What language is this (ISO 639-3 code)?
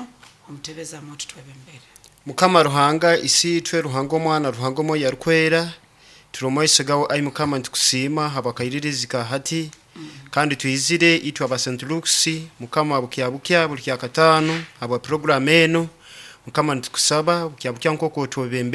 nyo